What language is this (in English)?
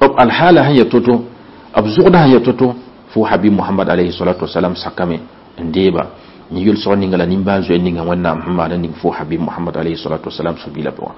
Mossi